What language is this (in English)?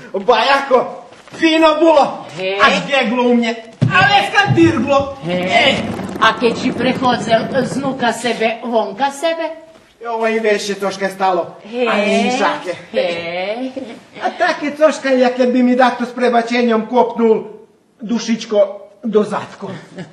Rusyn